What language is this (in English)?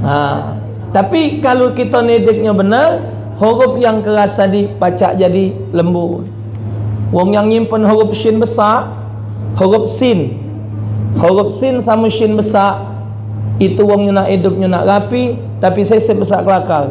Musi